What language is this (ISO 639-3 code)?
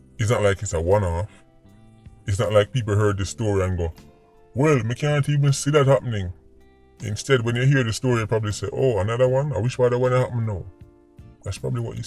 jam